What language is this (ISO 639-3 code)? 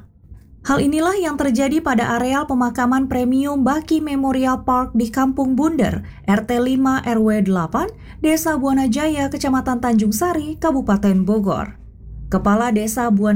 ind